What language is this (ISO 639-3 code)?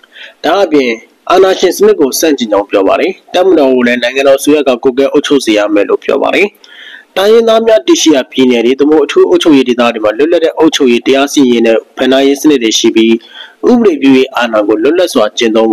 mya